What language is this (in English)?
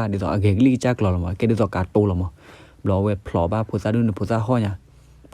S'gaw Karen